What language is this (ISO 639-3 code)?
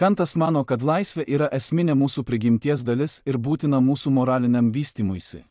lit